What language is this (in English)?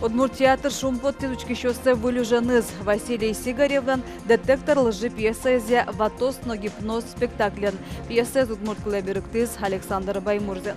Udmurt